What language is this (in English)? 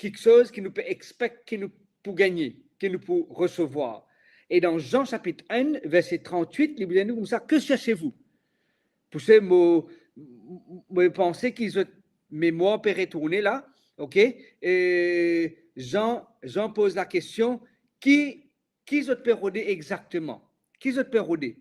Morisyen